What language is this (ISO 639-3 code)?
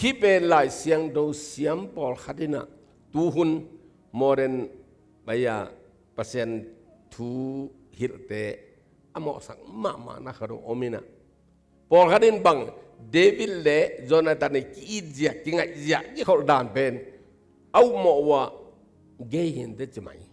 ctd